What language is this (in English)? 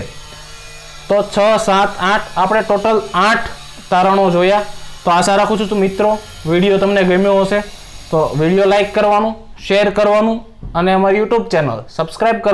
Gujarati